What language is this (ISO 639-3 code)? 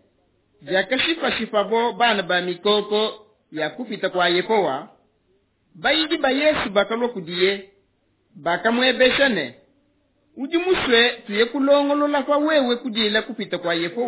lua